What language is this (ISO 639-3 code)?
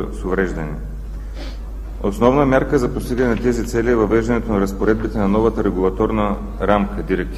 bul